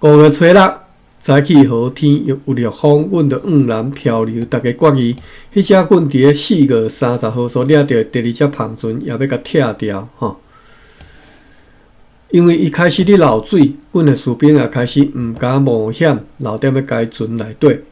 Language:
Min Nan Chinese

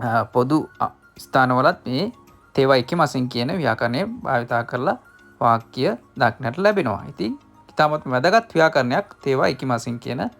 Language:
Sinhala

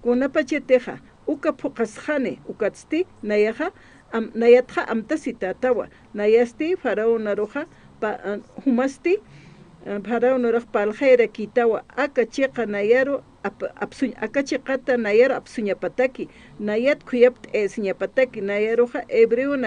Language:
Aymara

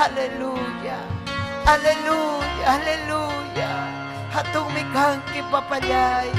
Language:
Ayacucho Quechua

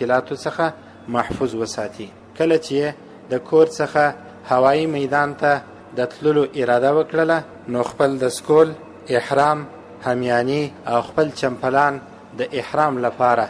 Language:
Pashto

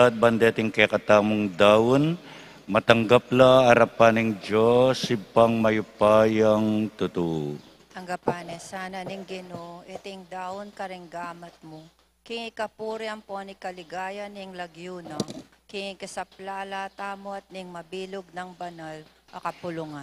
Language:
Pampanga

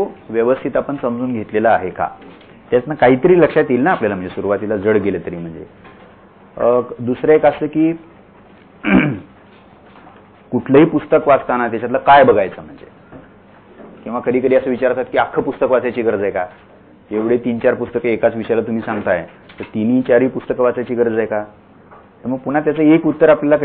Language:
Marathi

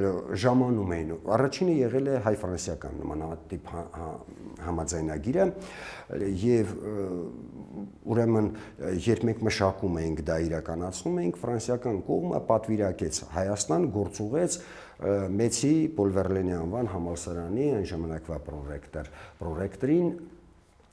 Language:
Armenian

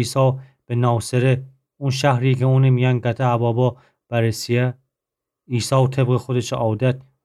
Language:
Gilaki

